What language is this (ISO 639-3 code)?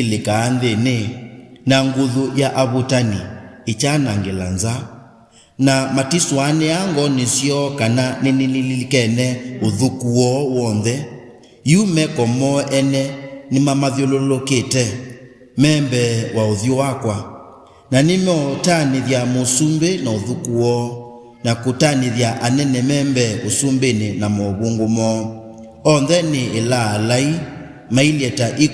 kam